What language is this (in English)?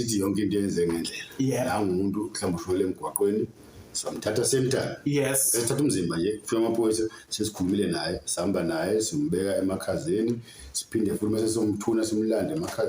Zulu